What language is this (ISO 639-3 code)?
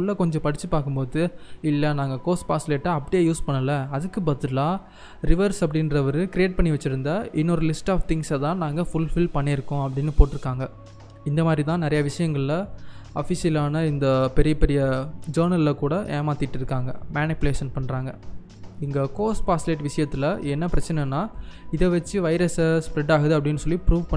tam